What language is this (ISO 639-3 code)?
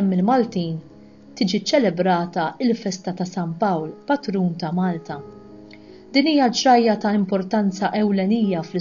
mlt